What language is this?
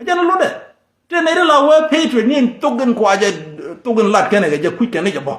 Nuer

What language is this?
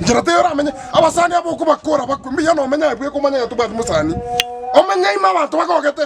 Gusii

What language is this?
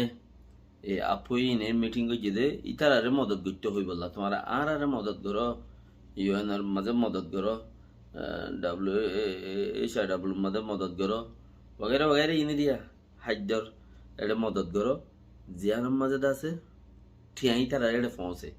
Rohingya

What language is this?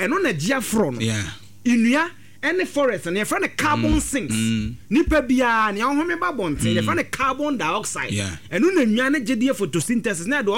Akan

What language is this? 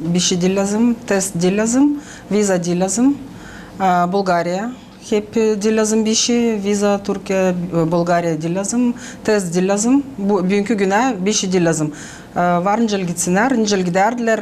Gagauz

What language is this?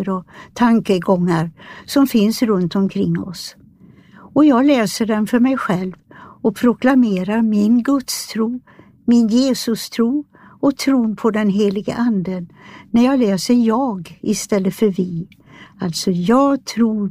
Swedish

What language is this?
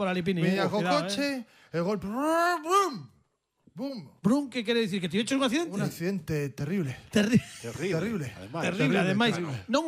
Galician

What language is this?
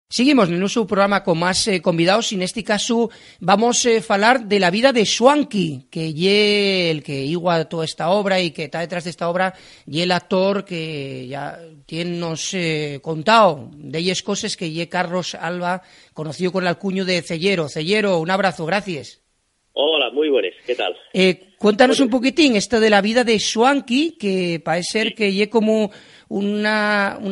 Asturian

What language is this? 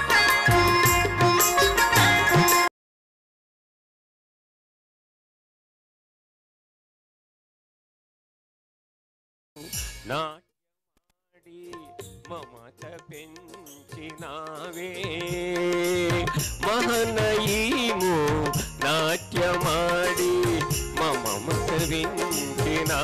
Telugu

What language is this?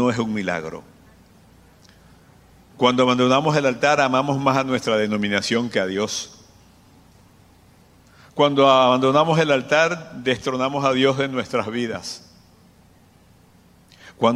Spanish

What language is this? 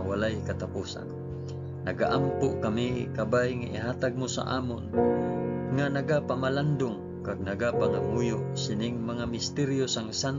Hiligaynon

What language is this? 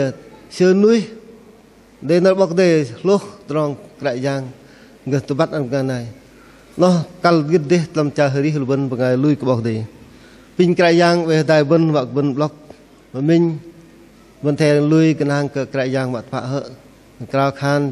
Bahnar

